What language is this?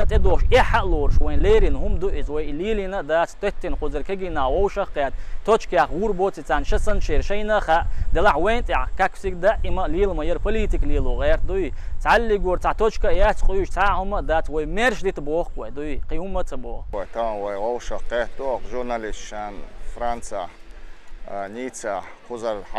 Chechen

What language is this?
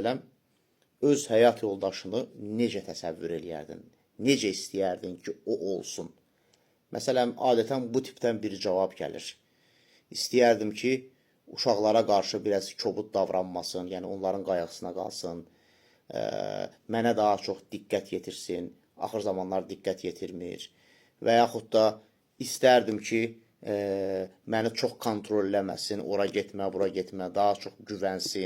Azerbaijani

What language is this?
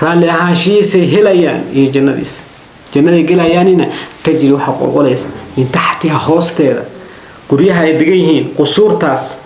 Somali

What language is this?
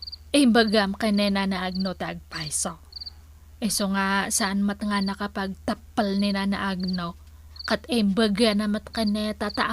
Iloko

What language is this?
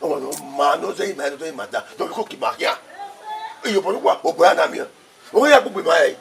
Bini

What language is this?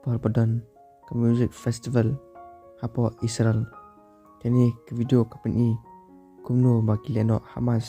Khasi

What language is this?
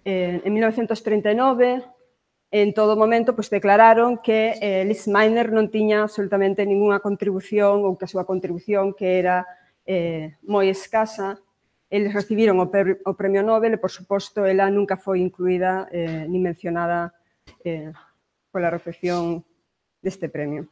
Galician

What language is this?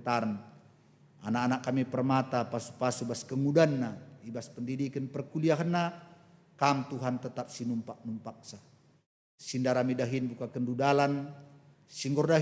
Batak Karo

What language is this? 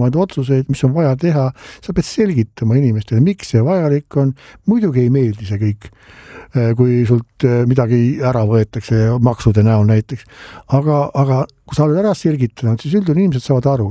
Estonian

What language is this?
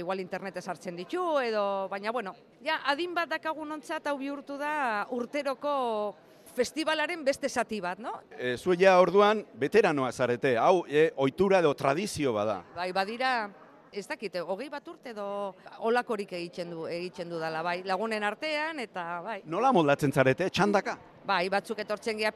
Basque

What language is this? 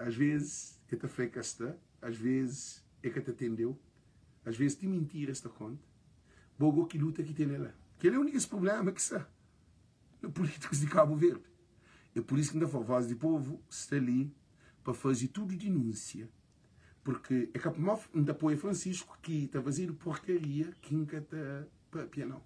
Kabuverdianu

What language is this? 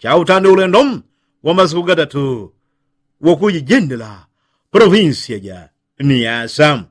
Yao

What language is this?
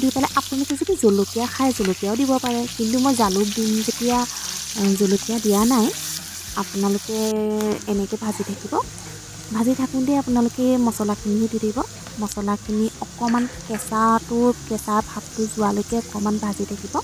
Assamese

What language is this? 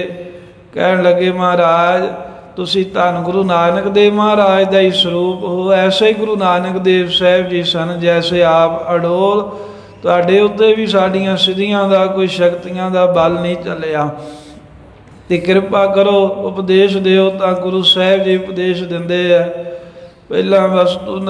Punjabi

